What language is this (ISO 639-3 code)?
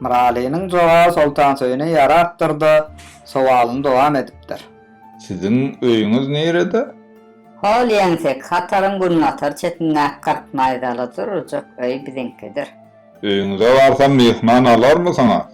tuk